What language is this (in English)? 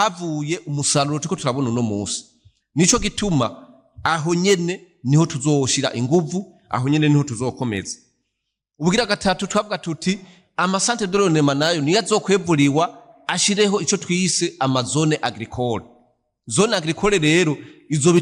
Rundi